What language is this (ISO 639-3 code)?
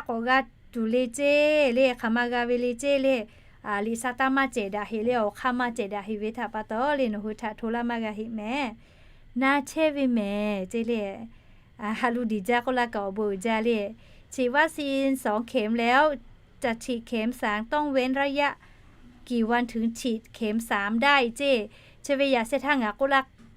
lhu